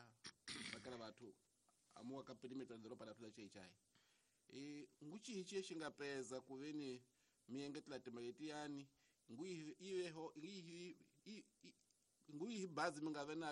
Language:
Tsonga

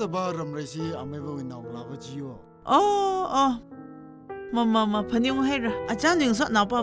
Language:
Tangkhul Naga (India)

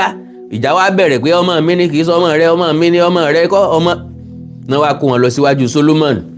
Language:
Yoruba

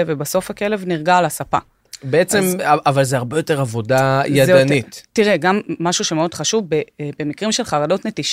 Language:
Hebrew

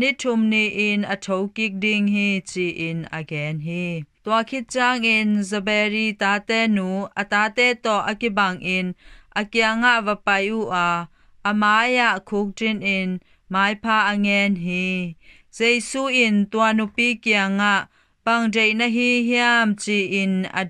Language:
Tedim Chin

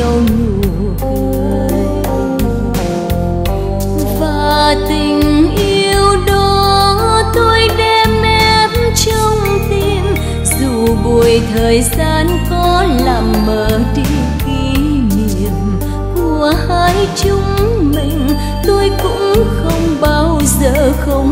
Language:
Vietnamese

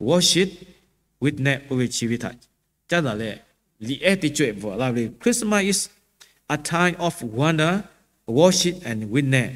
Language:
Lahu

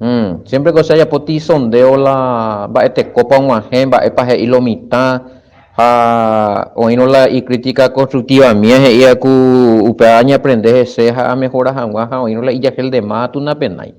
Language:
Guarani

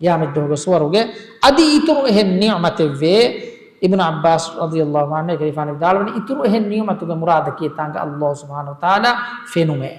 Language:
Divehi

